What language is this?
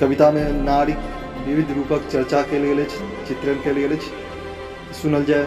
Maithili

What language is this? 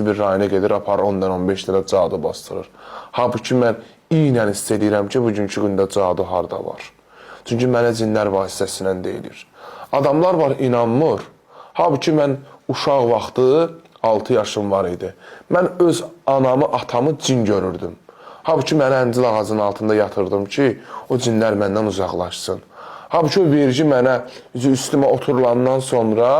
Azerbaijani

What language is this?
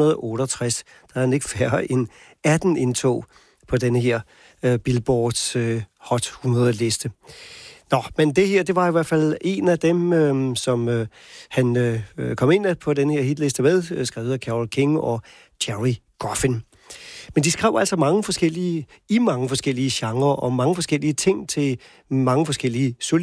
Danish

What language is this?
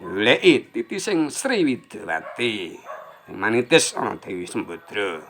Javanese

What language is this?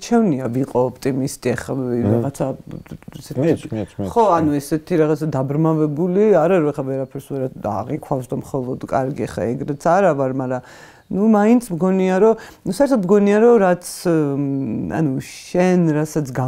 Georgian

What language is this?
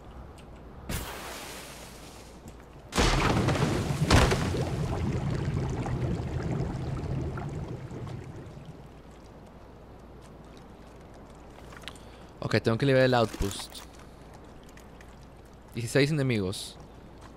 Spanish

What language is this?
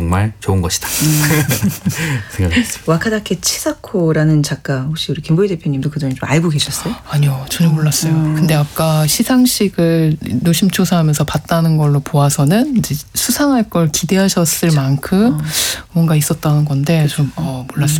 Korean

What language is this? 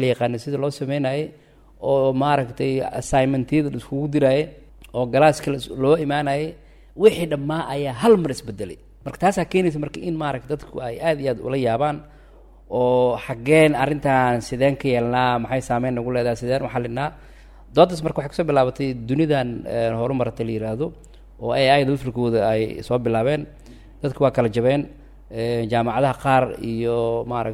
Somali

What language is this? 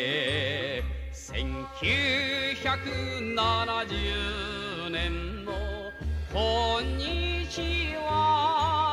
Japanese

